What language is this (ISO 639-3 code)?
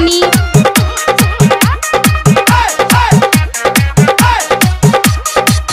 bho